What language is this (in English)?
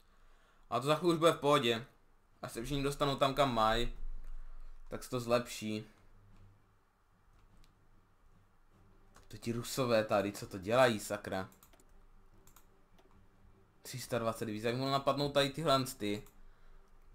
Czech